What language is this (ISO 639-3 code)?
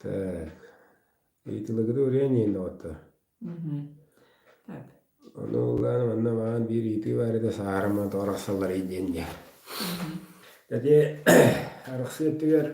sah